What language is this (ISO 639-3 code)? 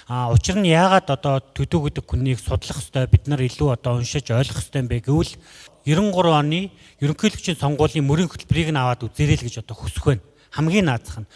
mon